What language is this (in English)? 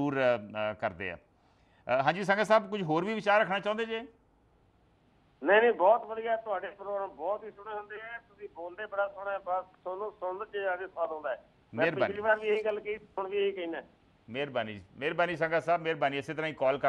Punjabi